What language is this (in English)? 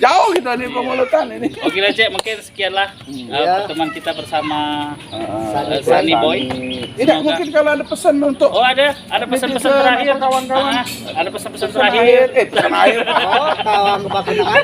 Musi